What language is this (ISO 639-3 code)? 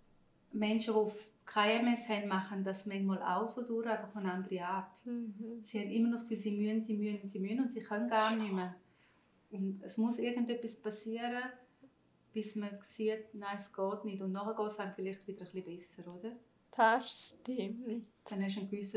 gsw